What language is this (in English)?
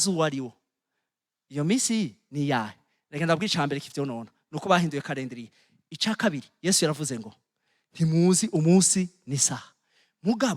Rundi